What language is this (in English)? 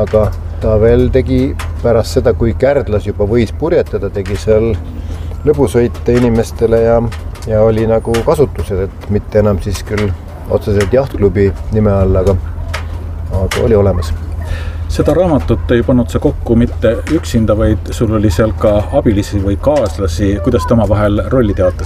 Estonian